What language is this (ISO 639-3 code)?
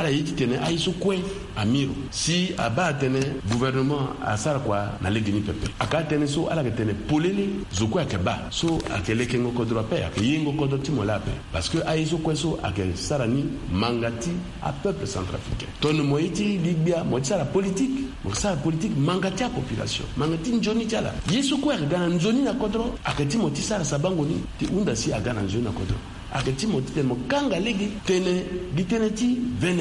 sag